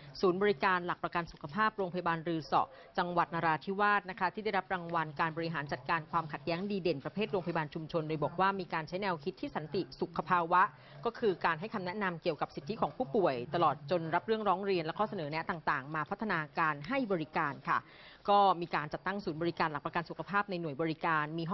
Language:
Thai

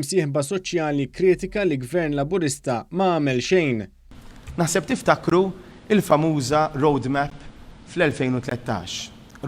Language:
Maltese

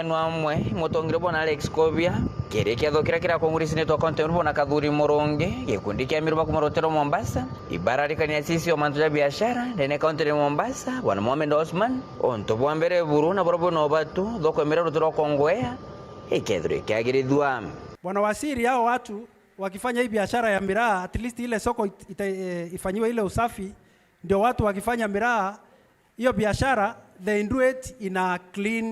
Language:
Meru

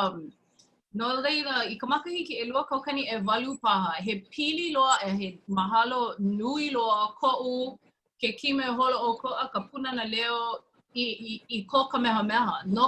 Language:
Hawaiian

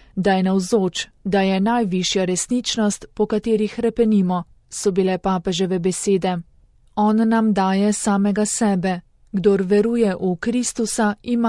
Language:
Slovenian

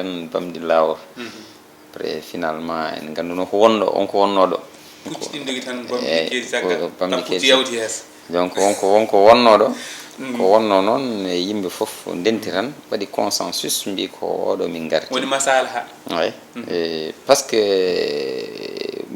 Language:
Fula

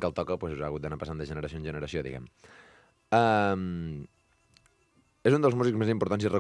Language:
Catalan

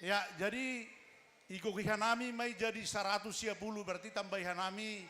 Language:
Batak Simalungun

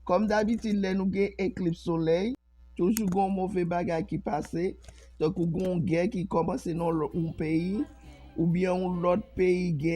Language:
Haitian Creole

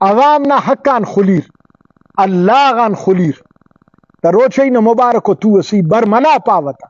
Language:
Brahui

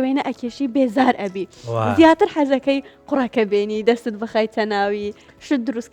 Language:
Central Kurdish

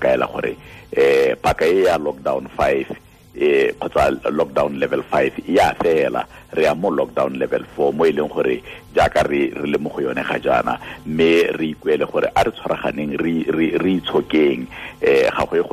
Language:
Tswana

